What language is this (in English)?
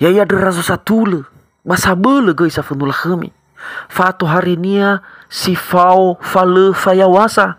Nias